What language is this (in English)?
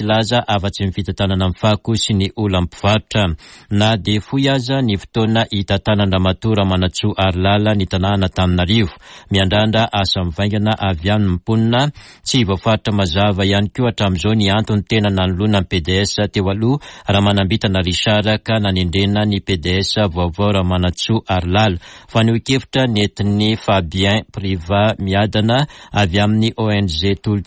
Malagasy